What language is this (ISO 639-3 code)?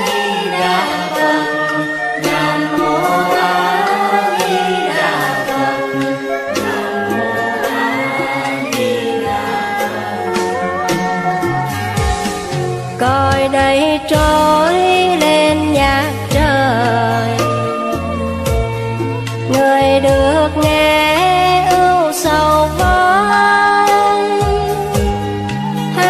vie